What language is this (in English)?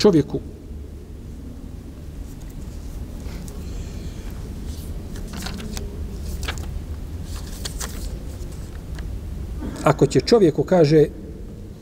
Bosnian